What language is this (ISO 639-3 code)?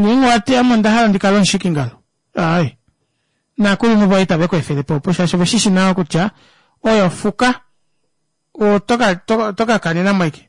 kua